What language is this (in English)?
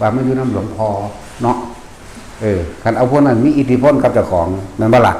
Lao